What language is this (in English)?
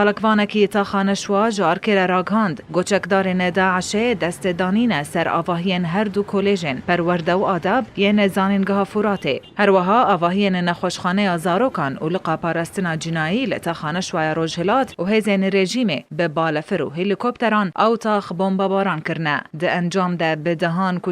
Kurdish